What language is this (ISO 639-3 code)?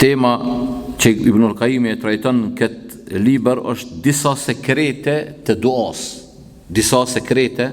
sqi